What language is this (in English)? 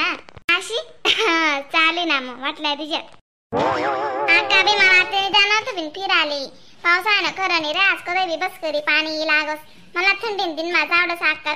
Khandesi